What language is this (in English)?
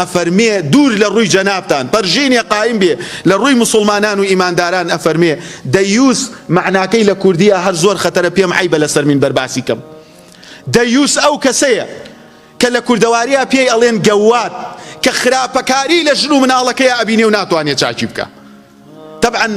Central Kurdish